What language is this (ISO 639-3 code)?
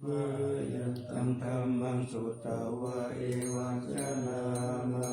pli